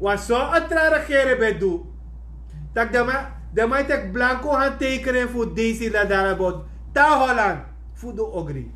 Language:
Sranan Tongo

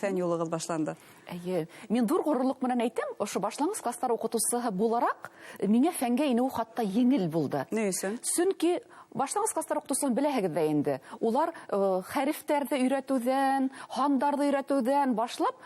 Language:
Bashkir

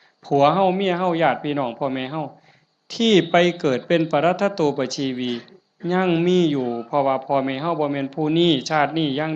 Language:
Northeastern Thai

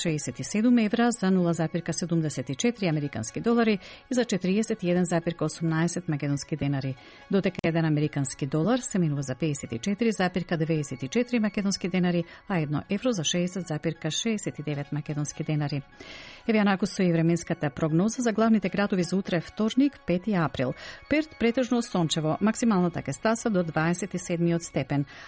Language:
Macedonian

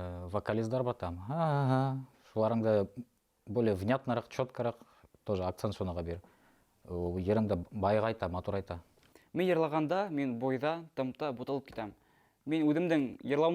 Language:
Bashkir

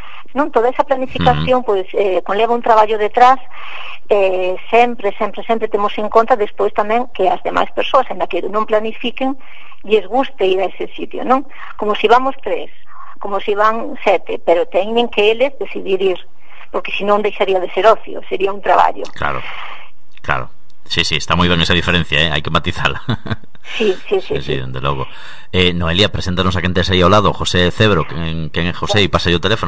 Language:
Galician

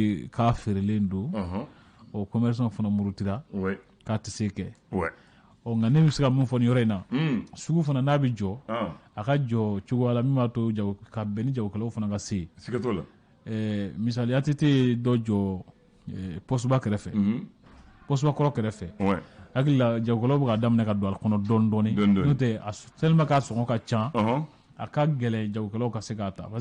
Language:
Bambara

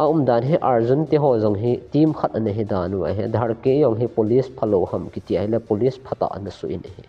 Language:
Thado Chin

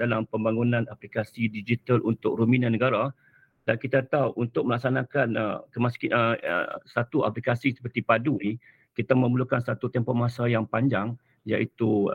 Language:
Malay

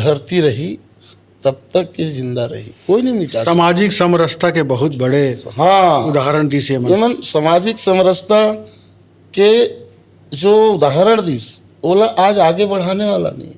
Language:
Chhattisgarhi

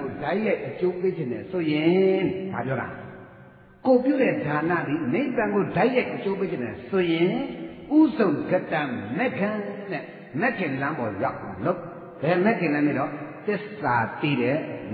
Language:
Burmese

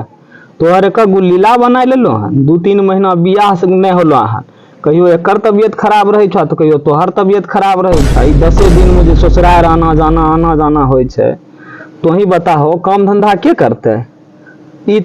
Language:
Maithili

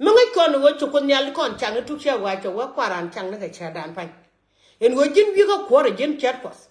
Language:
Nuer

